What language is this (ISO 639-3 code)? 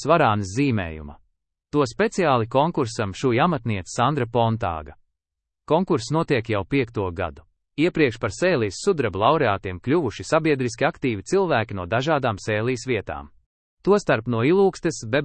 lav